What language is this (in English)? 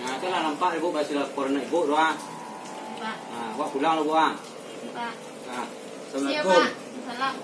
Minangkabau